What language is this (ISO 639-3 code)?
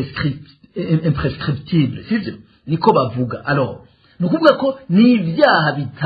run